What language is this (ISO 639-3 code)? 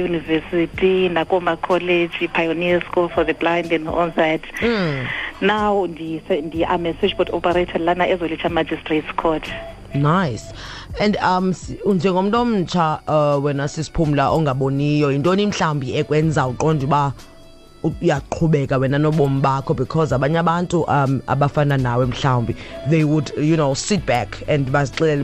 xho